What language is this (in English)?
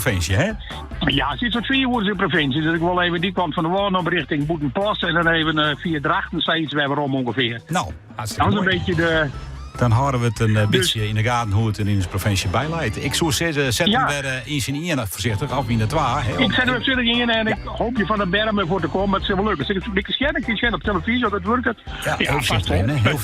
Western Frisian